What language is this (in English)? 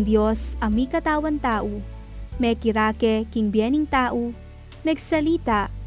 Pampanga